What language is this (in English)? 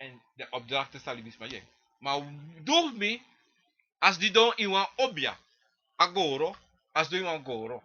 Sranan Tongo